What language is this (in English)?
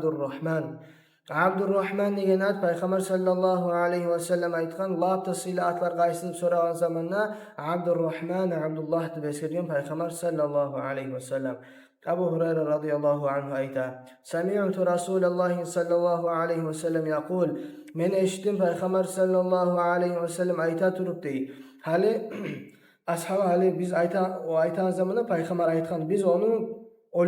Kumyk